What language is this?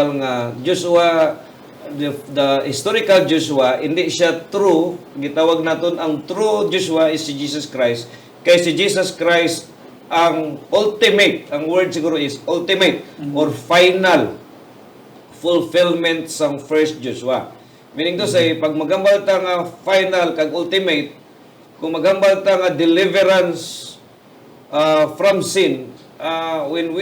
Hiligaynon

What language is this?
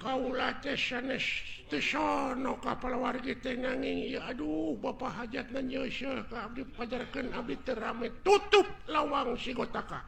Sundanese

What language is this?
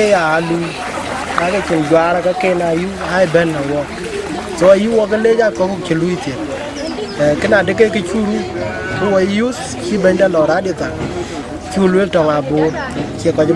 Dinka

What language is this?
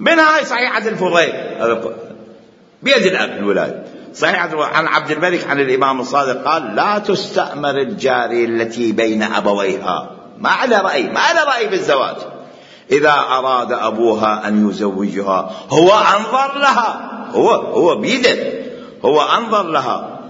Mesopotamian Arabic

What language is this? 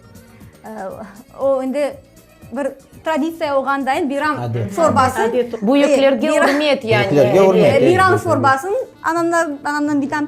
Crimean Tatar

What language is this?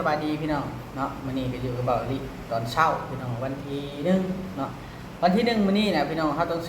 Lao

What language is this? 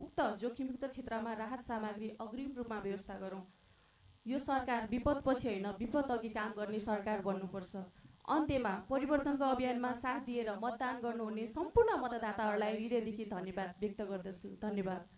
Nepali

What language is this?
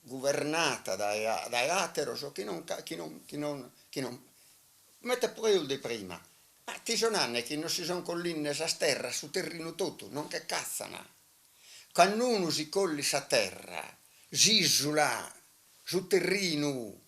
Sardinian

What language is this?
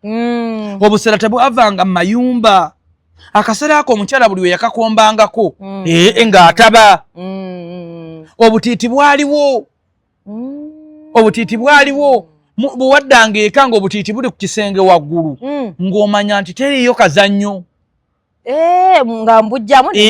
Ganda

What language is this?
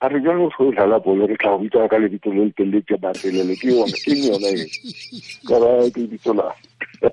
Tswana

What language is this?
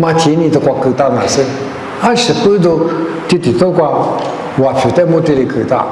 Lisu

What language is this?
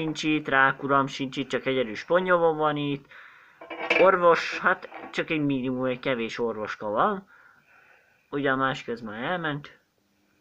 Hungarian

